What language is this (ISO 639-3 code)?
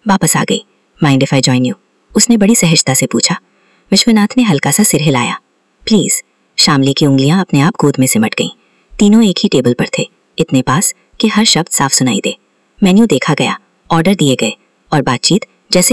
hin